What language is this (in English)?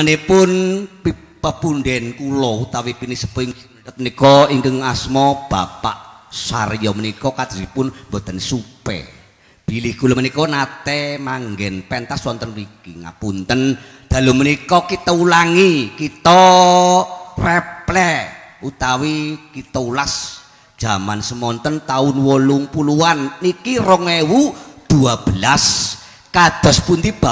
Javanese